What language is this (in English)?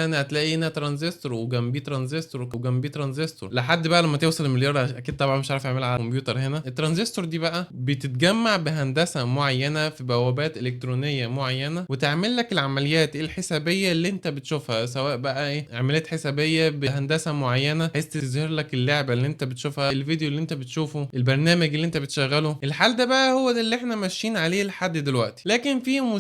Egyptian Arabic